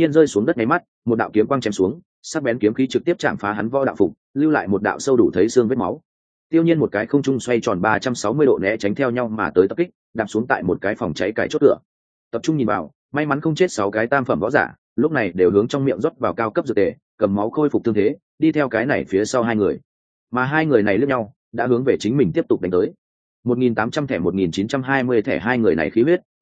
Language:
Vietnamese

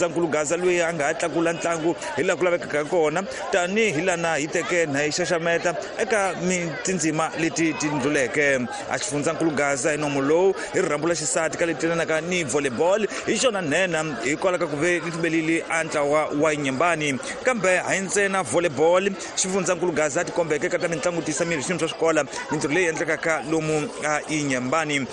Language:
Tsonga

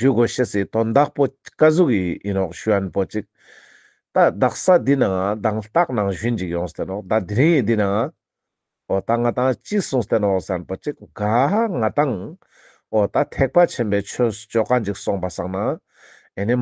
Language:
Ladakhi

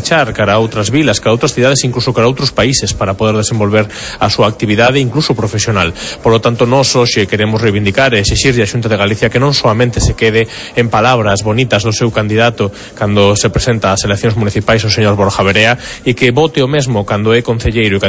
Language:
Galician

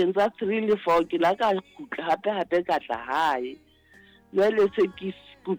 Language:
Southern Sotho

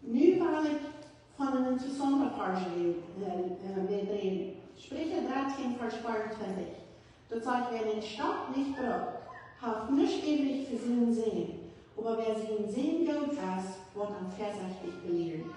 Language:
Plautdietsch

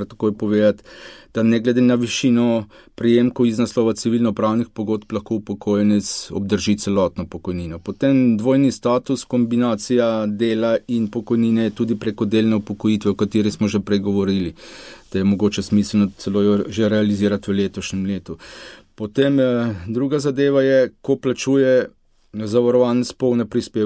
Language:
Slovenian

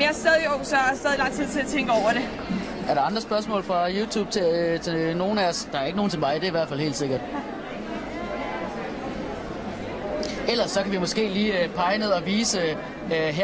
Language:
Danish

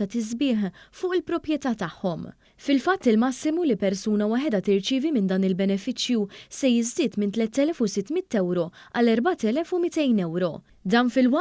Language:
Maltese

